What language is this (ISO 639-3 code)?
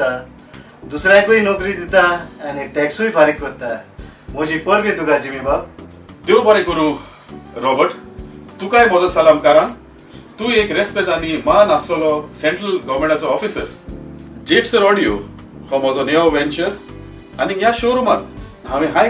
kok